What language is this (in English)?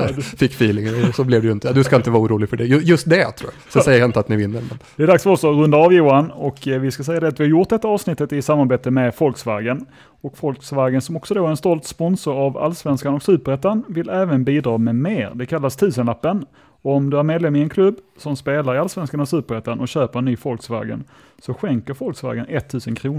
Swedish